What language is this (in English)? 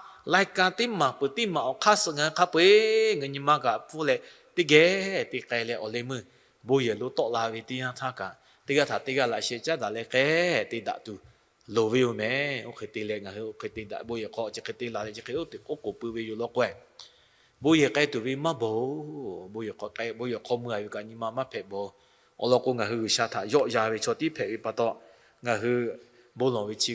Lahu